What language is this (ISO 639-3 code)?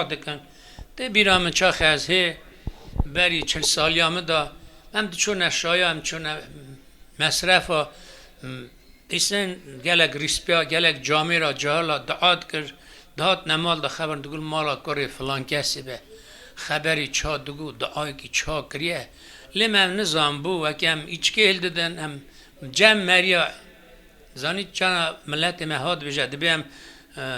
kur